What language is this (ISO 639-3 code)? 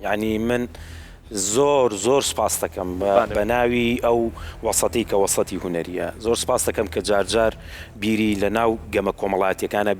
ckb